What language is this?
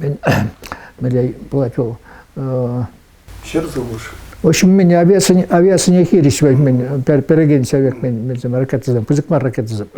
Chuvash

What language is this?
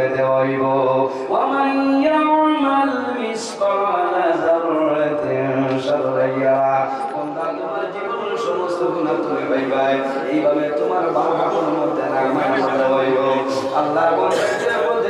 Sylheti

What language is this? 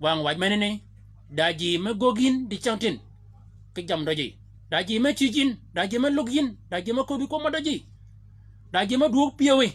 Shilluk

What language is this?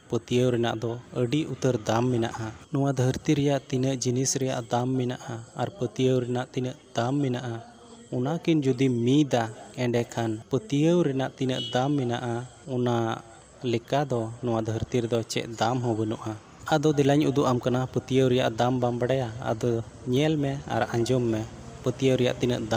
Santali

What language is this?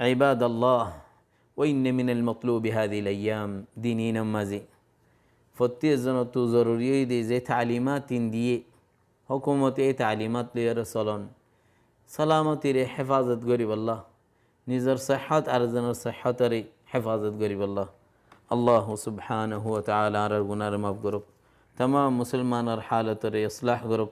Rohingya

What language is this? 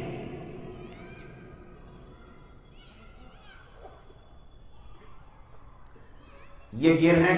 Urdu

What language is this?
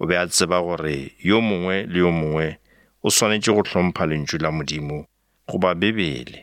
Northern Sotho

